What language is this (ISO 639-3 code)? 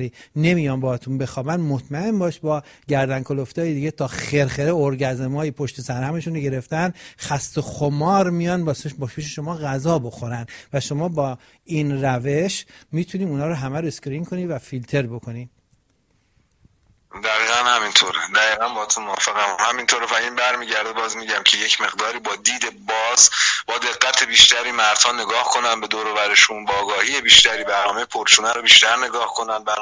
fas